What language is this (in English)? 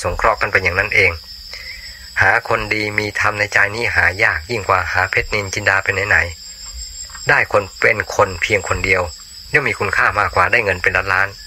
Thai